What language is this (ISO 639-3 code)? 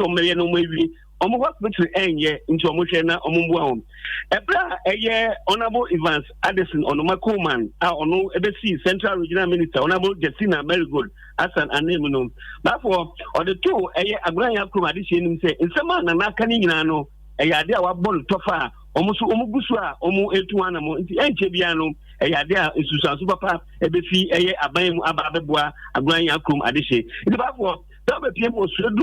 aka